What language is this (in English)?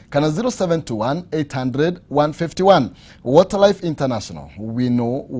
Kikuyu